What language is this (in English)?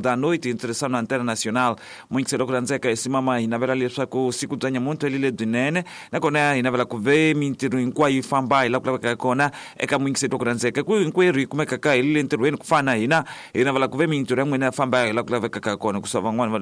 Tsonga